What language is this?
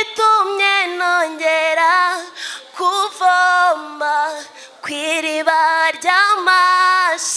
Kinyarwanda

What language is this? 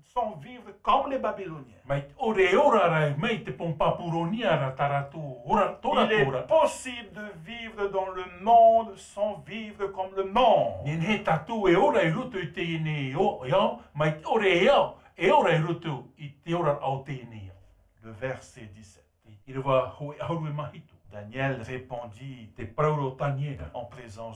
Tahitian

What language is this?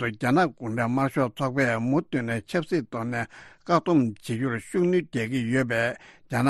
Tibetan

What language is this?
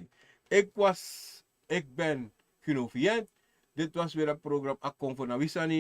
Sranan Tongo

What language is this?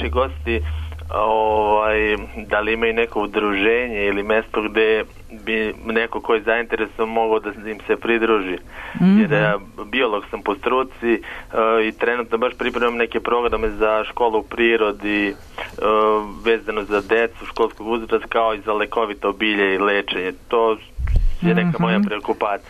Serbian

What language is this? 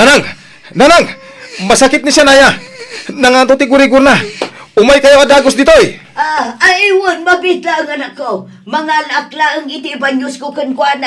Iloko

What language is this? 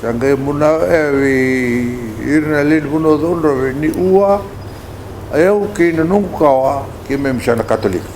Fijian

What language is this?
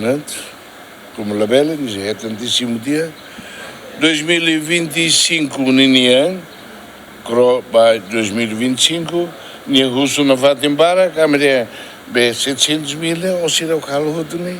Tetum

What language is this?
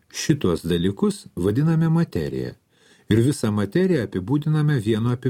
Lithuanian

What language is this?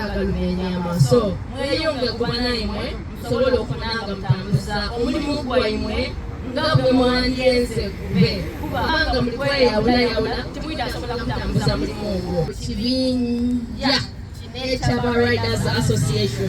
Soga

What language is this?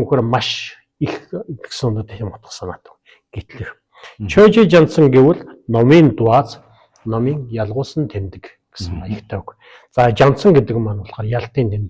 Mongolian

